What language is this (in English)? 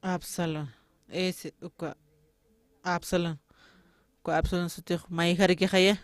Aymara